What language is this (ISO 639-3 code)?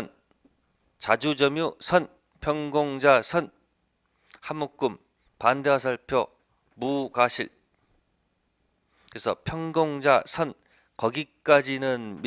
kor